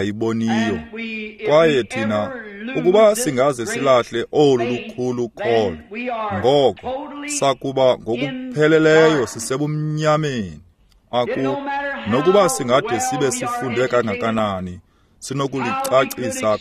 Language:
Xhosa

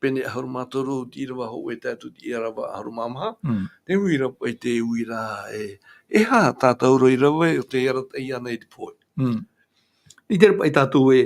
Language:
Tahitian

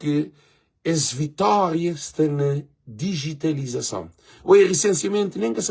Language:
Kabuverdianu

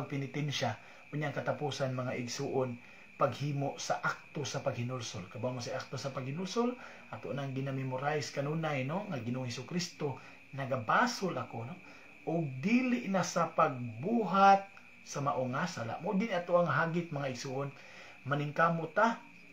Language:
Cebuano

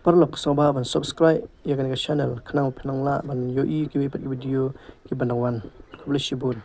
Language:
Khasi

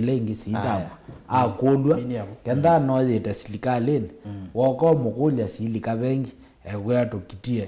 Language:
Kamba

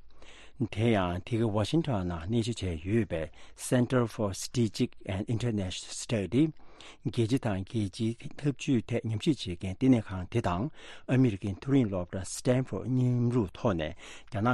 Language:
Tibetan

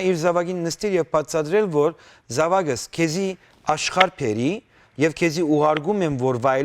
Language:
Western Armenian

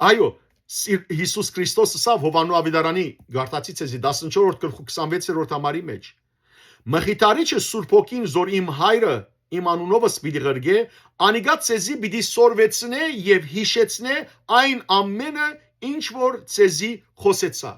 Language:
Western Armenian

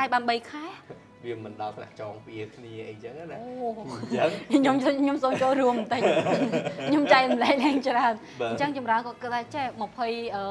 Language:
Khmer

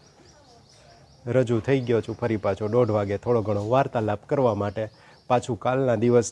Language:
Gujarati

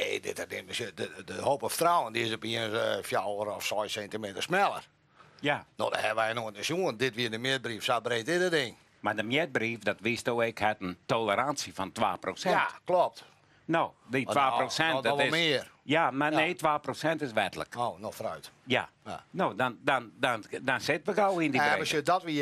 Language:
Western Frisian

